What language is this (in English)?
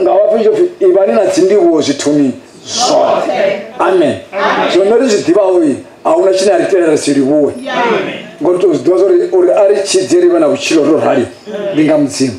Venda